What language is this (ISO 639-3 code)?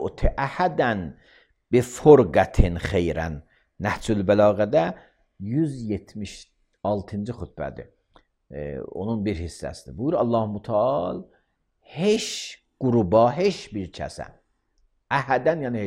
aze